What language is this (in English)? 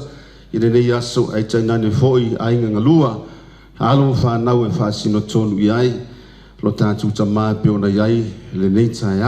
Samoan